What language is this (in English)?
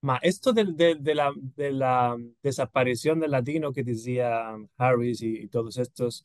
Ladino